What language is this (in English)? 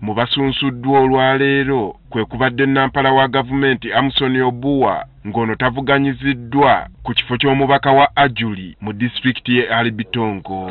Ganda